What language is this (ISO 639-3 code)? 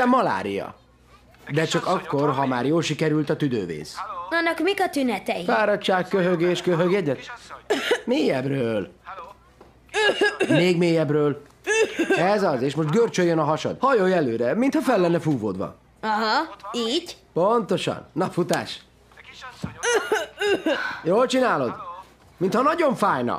hun